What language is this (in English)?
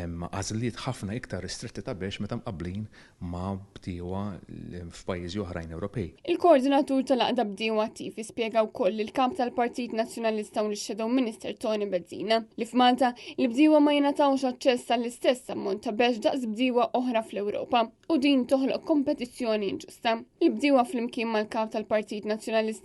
Maltese